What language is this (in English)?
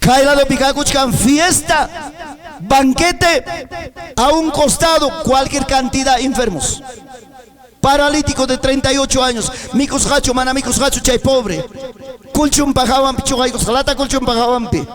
Ayacucho Quechua